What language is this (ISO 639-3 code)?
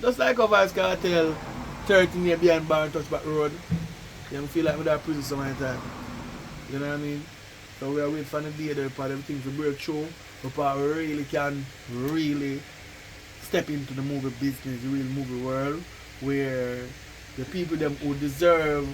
jam